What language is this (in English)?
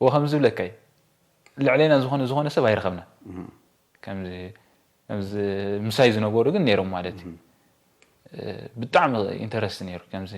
Tigrinya